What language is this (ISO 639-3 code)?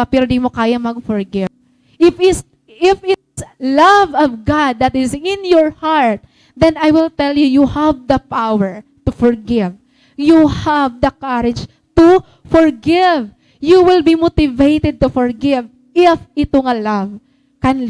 war